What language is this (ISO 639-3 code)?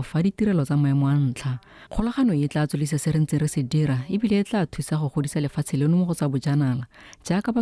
tsn